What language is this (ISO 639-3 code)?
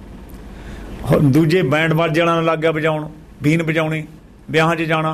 pan